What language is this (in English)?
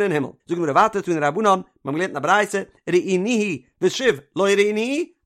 Yiddish